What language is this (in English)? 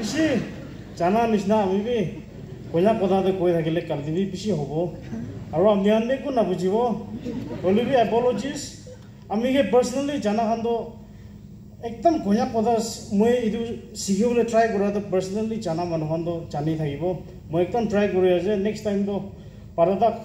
Naga Pidgin